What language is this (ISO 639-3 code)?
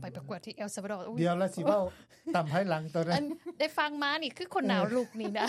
lao